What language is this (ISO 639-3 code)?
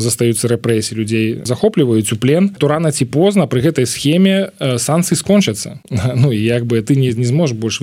bel